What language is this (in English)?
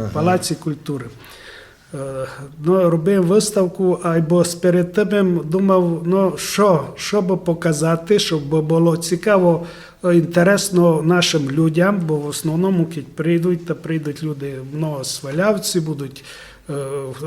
Rusyn